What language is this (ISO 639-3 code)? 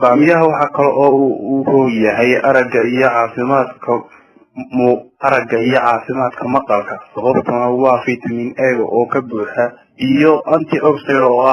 som